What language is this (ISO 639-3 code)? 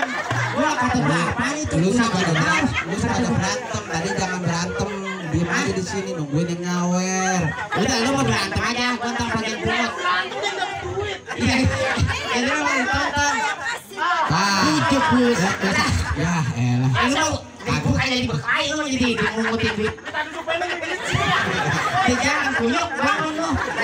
bew